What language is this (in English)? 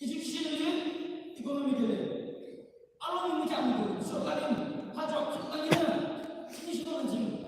Yimchungru Naga